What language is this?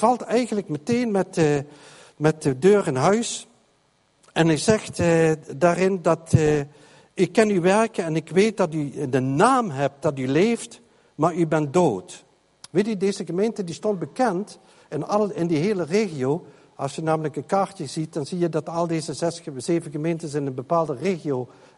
Dutch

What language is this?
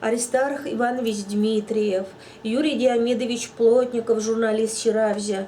Chuvash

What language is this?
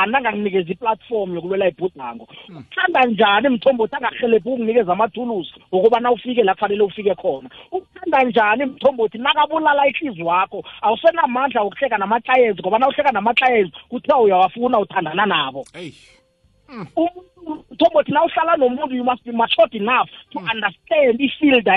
South Ndebele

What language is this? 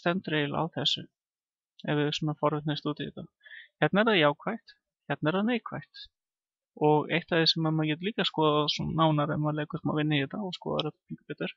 Icelandic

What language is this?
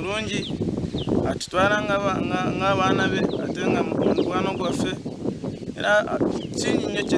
Nyankole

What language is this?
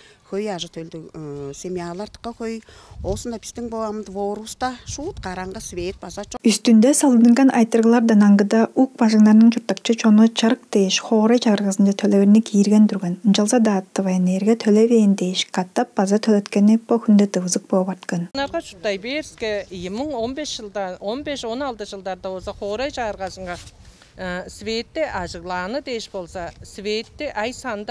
Tuvinian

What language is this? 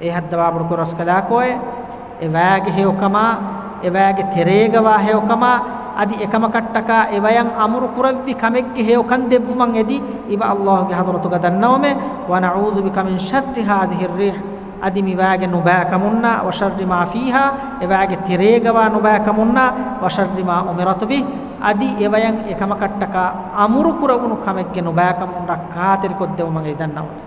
Divehi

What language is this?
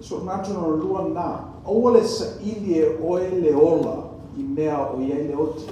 Samoan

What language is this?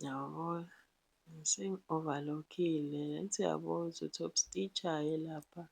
Zulu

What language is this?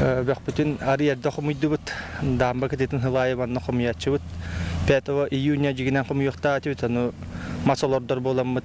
Yakut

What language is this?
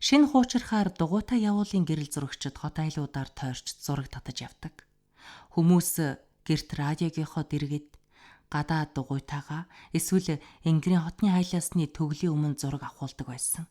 Mongolian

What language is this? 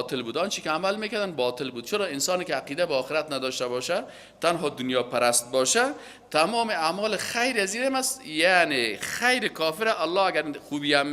Persian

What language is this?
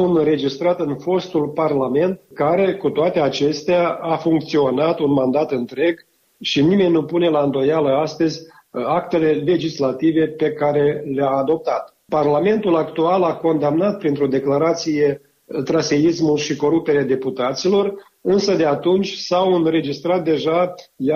Romanian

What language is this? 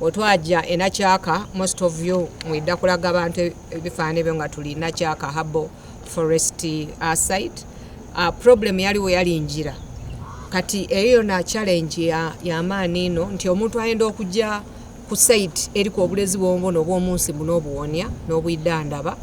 Soga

